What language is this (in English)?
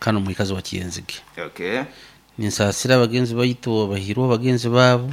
Nyoro